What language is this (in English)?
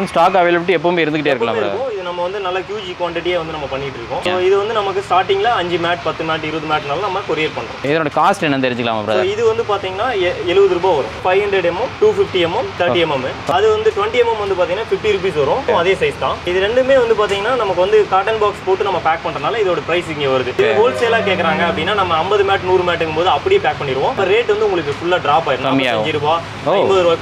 Tamil